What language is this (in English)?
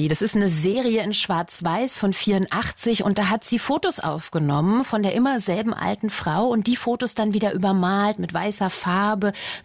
German